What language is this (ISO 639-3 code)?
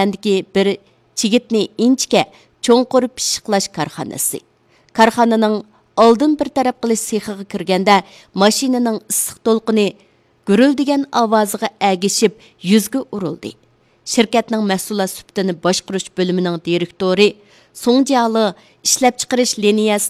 uig